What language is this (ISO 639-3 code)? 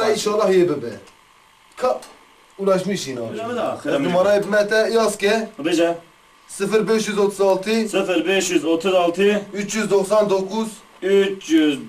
kur